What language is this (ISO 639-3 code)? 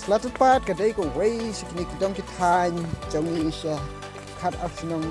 kha